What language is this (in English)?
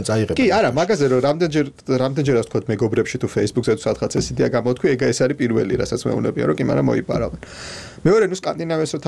Georgian